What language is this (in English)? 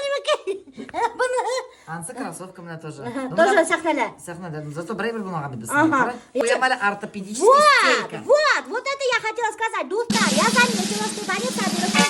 Bashkir